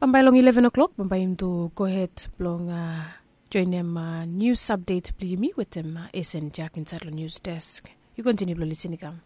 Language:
Bislama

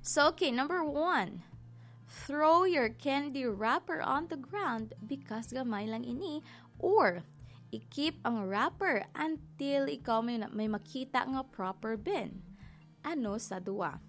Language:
Hiligaynon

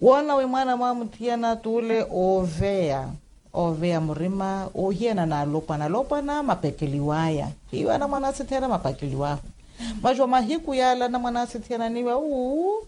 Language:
Makhuwa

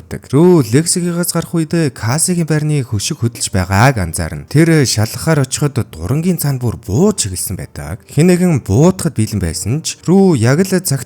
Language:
Mongolian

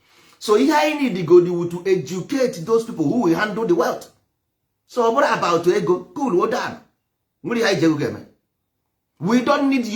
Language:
Igbo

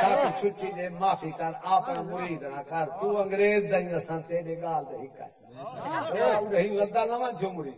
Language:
Saraiki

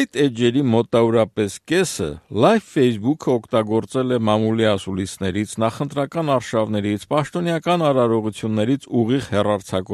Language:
Armenian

